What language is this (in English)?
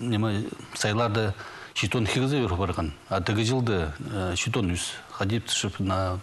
Khakas